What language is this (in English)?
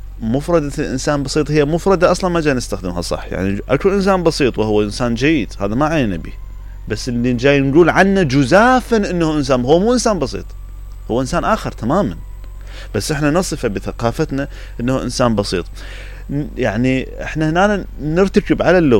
Mesopotamian Arabic